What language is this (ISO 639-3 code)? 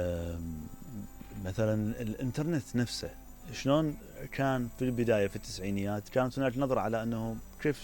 acm